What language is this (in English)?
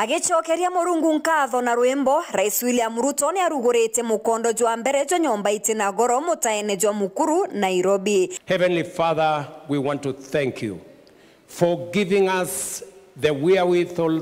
Meru